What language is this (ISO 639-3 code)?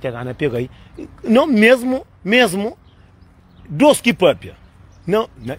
kea